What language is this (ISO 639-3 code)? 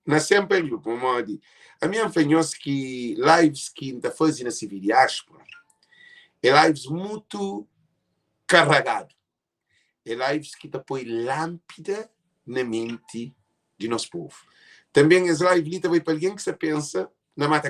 kea